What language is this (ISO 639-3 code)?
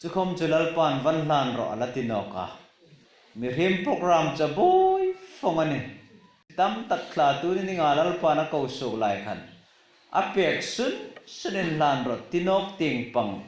hmr